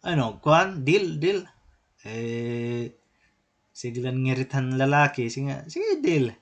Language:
Waray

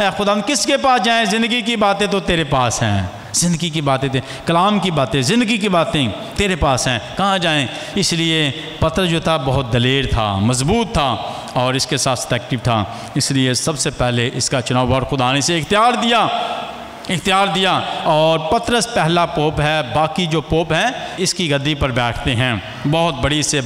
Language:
Urdu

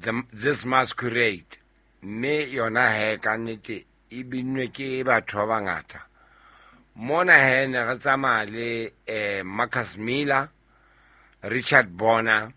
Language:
Southern Sotho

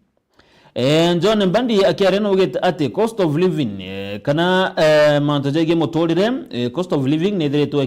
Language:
Meru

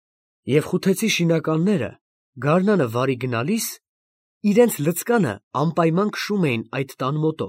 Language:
Armenian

